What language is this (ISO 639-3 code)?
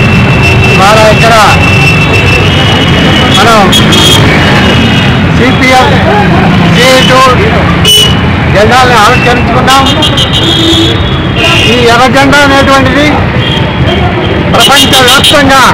tel